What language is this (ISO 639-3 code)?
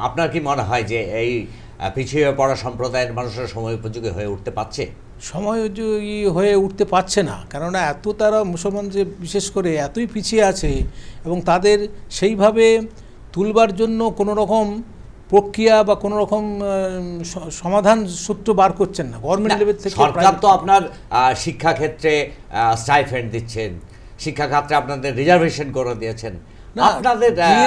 ben